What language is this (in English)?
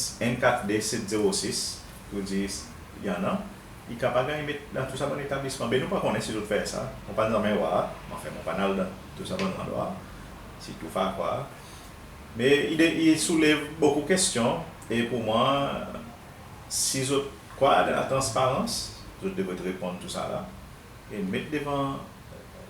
Seselwa Creole French